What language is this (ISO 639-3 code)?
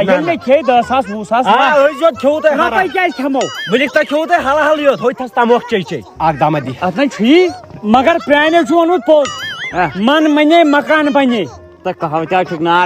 kas